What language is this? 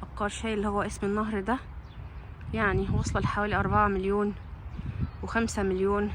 Egyptian Arabic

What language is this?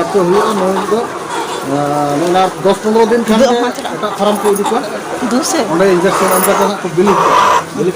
Santali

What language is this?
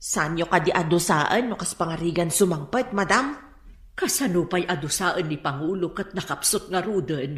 Iloko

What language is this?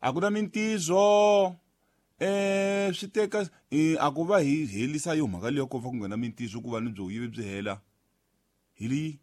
Tsonga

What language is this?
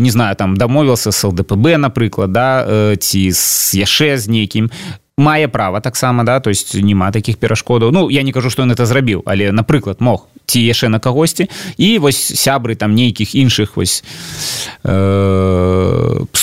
Belarusian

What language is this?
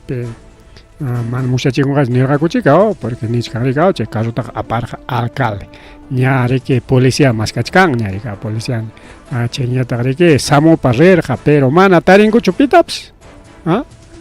Ayacucho Quechua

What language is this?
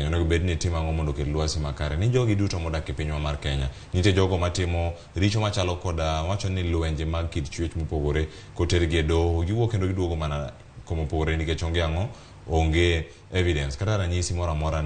Luo (Kenya and Tanzania)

